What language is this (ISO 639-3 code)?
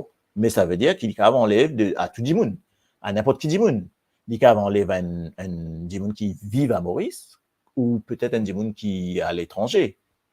mfe